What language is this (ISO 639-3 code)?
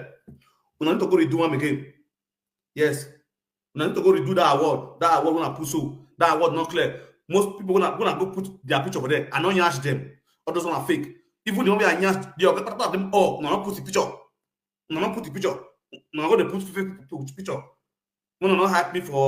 pcm